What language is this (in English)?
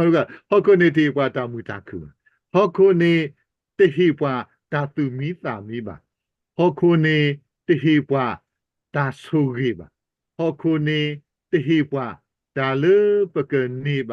S'gaw Karen